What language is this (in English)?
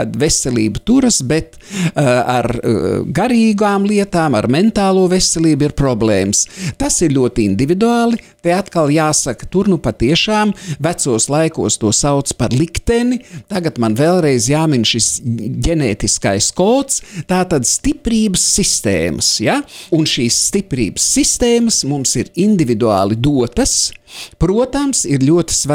Latvian